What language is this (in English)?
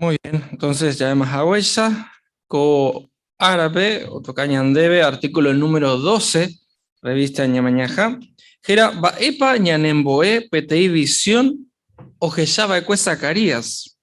Guarani